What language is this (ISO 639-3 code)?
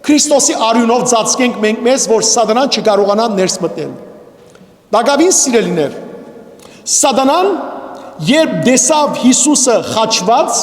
hyw